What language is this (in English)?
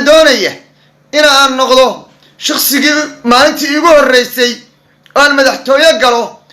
Somali